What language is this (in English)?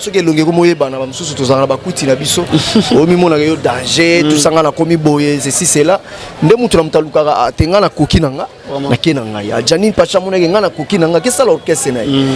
Lingala